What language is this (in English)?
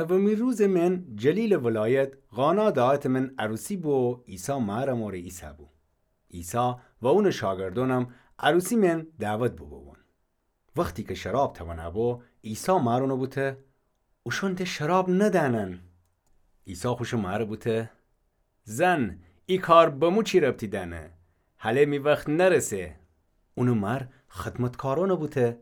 Gilaki